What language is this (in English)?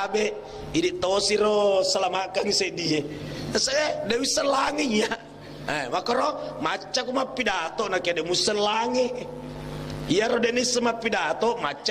Buginese